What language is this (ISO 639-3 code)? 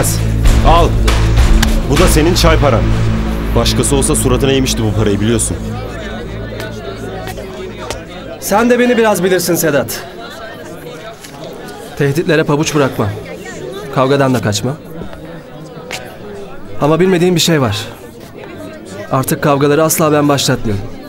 tur